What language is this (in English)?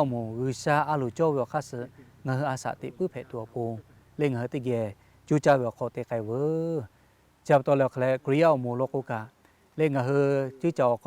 Lahu